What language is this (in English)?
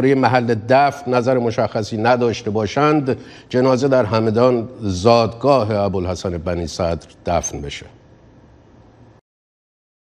Persian